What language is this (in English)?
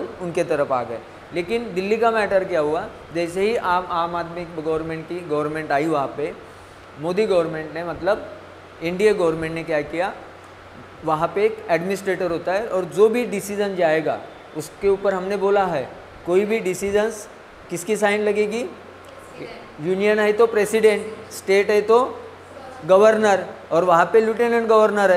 Hindi